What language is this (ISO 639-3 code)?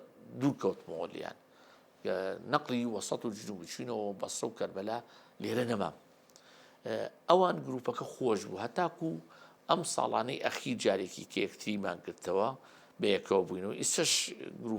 ckb